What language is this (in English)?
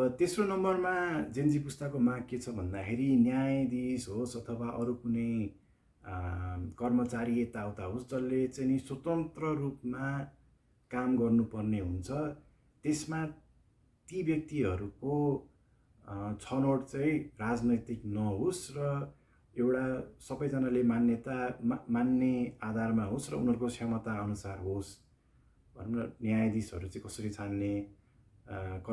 Nepali